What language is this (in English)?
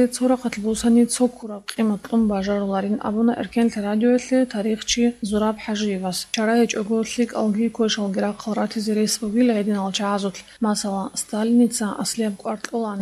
Avaric